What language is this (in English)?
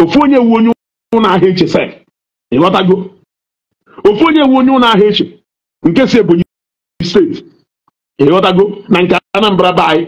Igbo